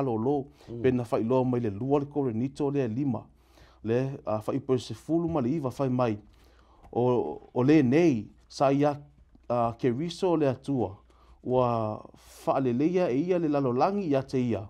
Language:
Samoan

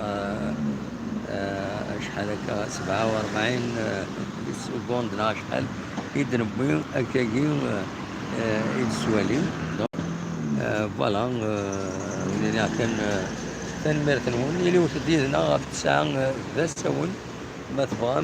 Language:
Kabyle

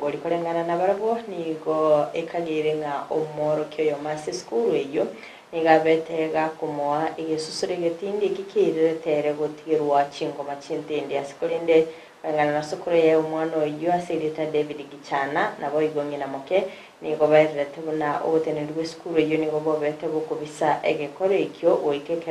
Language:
Gusii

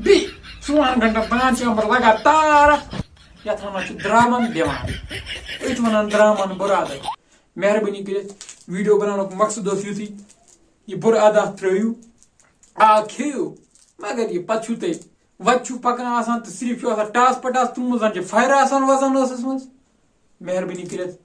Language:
Kashmiri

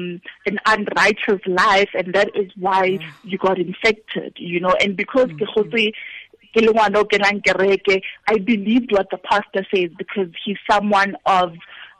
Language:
Tswana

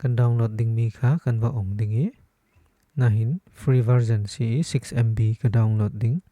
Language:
Falam Chin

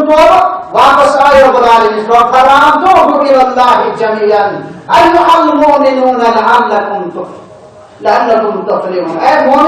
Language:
Kashmiri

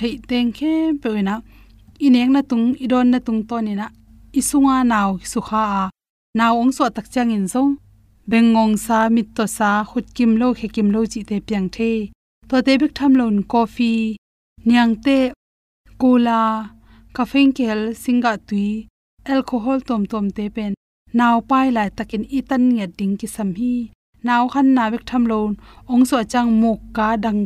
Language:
Tedim Chin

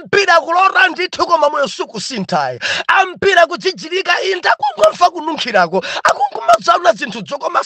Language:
Nyanja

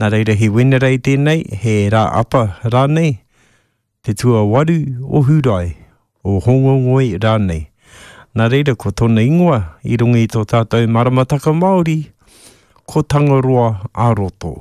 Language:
Māori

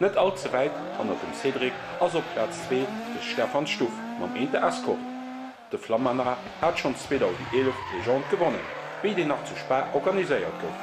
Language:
Luxembourgish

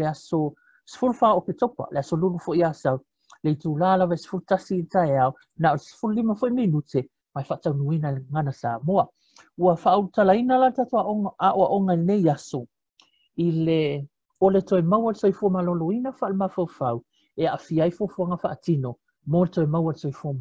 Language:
Samoan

